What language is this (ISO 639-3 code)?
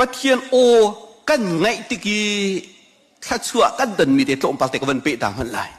cnh